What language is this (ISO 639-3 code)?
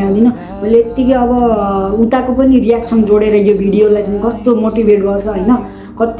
nep